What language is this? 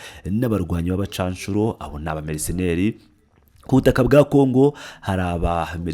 Kinyarwanda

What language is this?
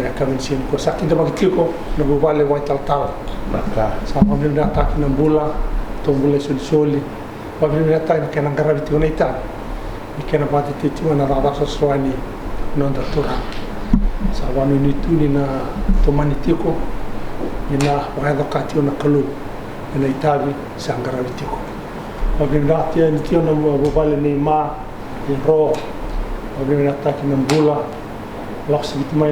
Fijian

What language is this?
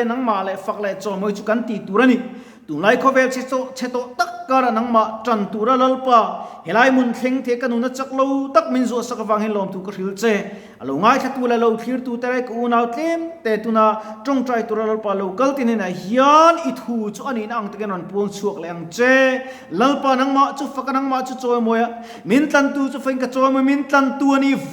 Mizo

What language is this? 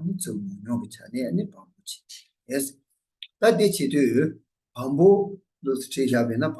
Tibetan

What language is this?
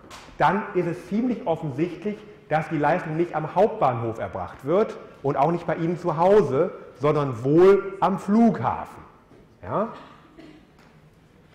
German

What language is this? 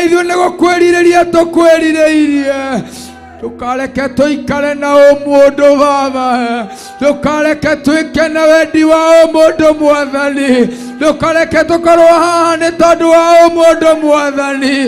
Kikuyu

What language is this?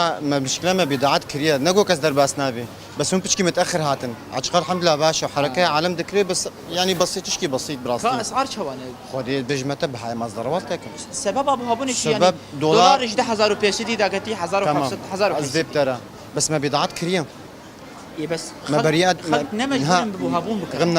Kurdish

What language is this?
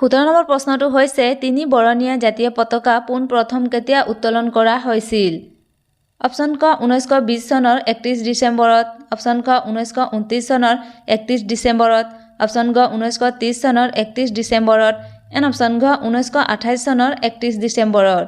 Assamese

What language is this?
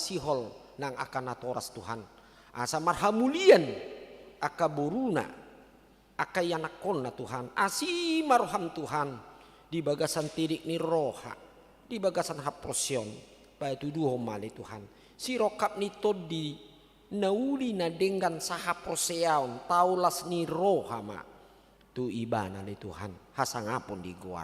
Batak Toba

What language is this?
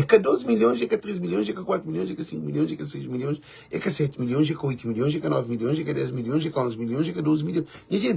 Kabuverdianu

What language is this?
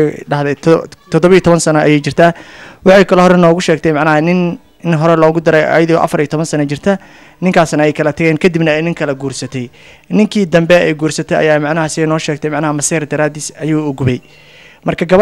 Somali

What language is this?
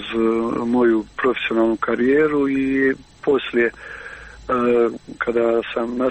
Croatian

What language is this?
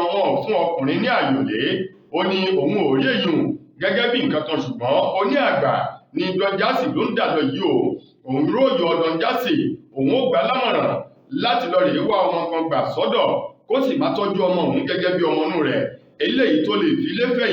Yoruba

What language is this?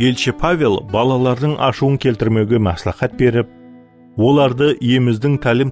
Kara-Kalpak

